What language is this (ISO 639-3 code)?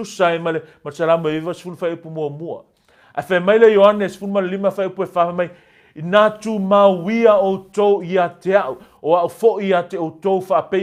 smo